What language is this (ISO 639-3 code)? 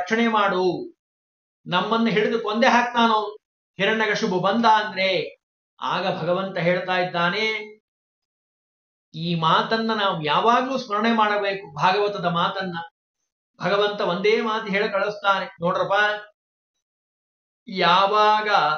kan